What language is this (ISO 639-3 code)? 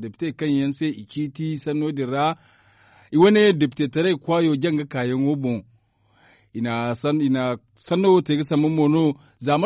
dje